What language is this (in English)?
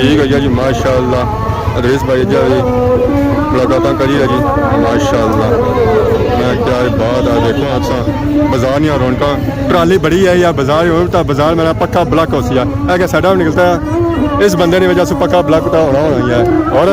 Pahari-Potwari